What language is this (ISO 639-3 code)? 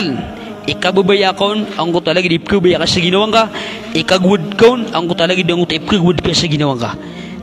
mrw